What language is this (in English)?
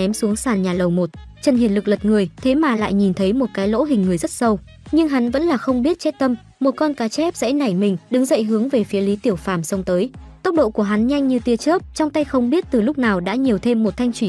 Vietnamese